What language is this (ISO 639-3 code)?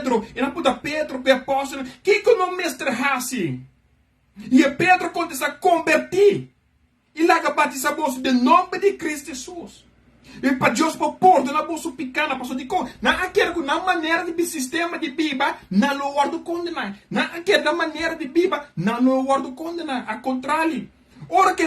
pap